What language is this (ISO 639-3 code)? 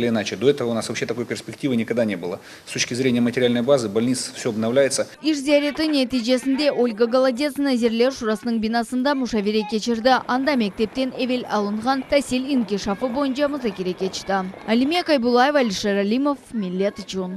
crh